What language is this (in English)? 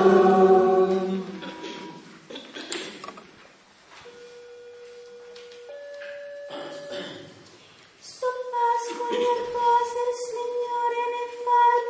Italian